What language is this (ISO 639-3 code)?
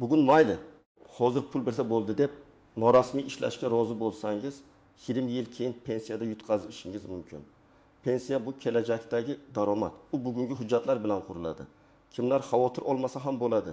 uzb